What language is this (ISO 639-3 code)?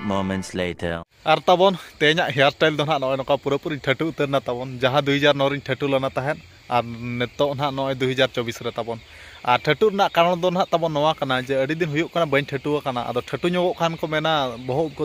sat